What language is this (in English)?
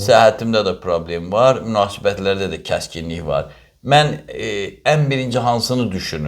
Azerbaijani